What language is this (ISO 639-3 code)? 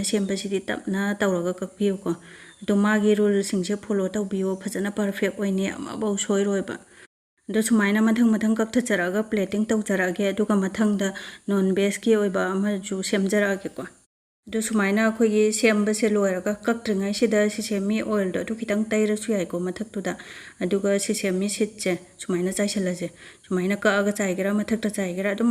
mni